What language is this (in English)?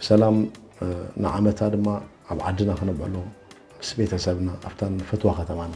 Tigrinya